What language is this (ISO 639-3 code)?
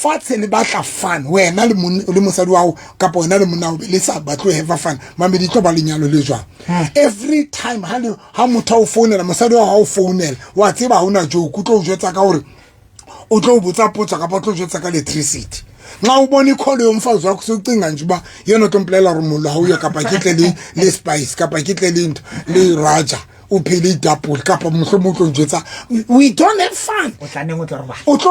sot